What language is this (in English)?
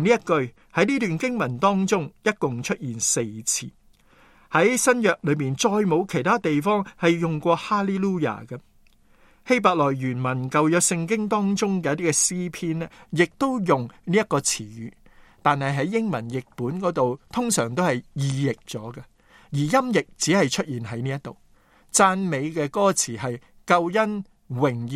Cantonese